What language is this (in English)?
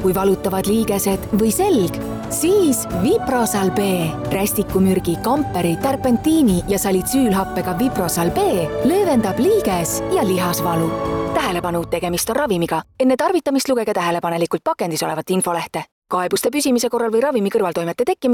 Estonian